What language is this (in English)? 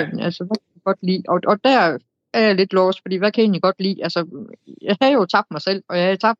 Danish